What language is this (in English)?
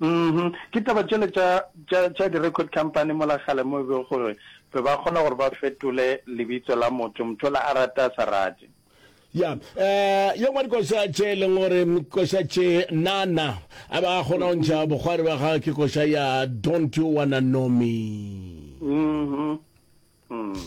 Northern Sotho